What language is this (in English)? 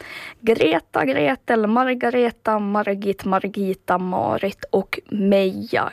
Swedish